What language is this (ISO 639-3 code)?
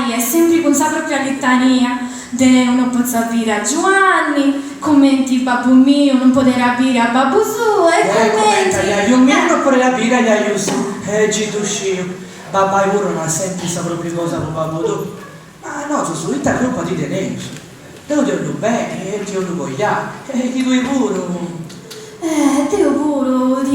srd